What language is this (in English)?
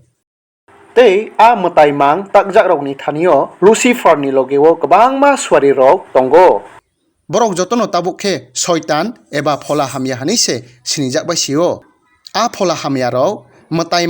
Kok Borok